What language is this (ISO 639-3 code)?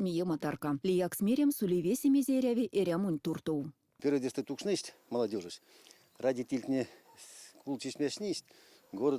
myv